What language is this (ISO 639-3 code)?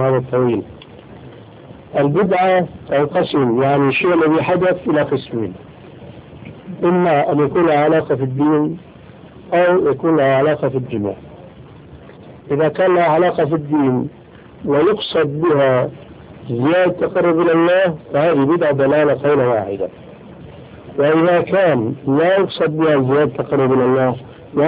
ara